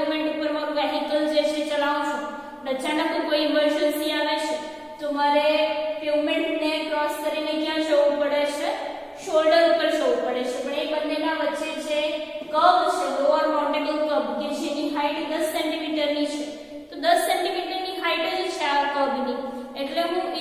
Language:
Gujarati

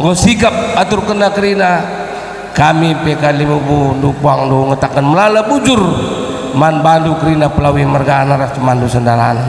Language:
Batak Karo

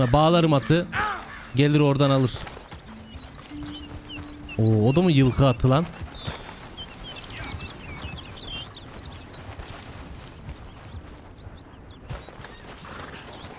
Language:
Turkish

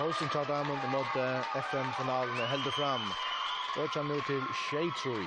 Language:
Faroese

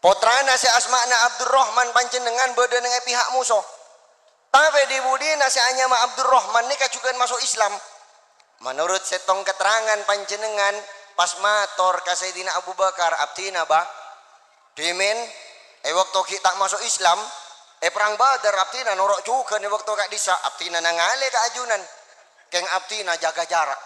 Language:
Madurese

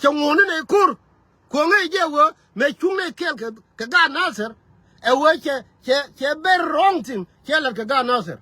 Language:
Nuer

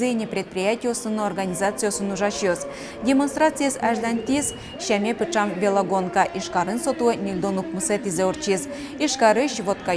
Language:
Udmurt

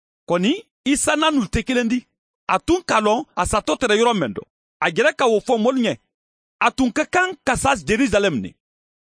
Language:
Mandingo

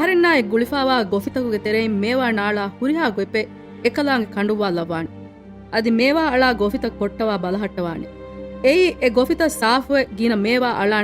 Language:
Divehi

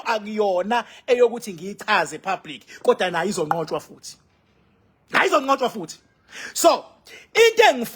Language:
Zulu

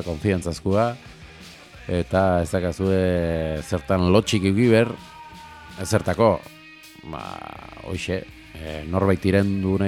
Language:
Basque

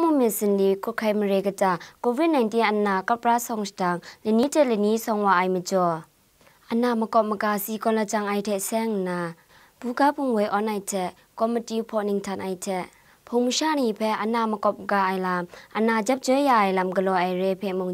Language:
Kachin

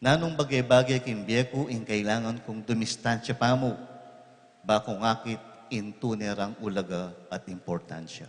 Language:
Pampanga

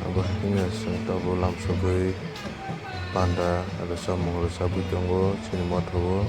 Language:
Kok Borok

